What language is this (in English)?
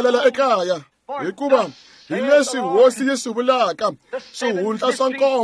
Tsonga